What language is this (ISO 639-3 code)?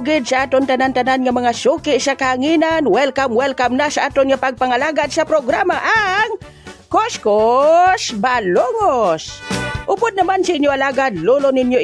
hil